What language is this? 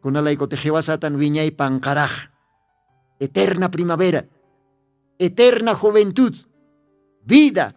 Aymara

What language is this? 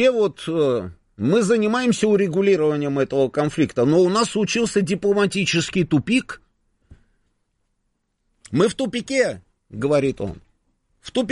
Russian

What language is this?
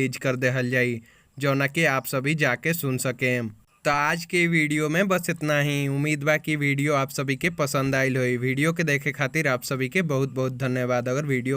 Bhojpuri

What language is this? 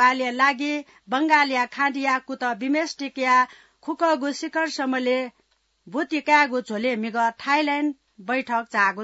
Newari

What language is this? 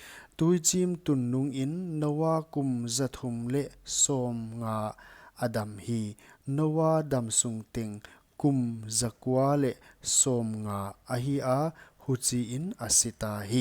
Paite Chin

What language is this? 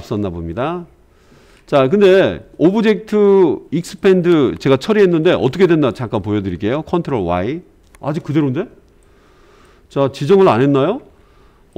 Korean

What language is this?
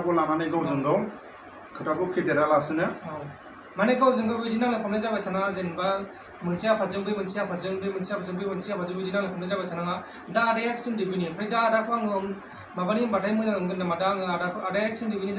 Bodo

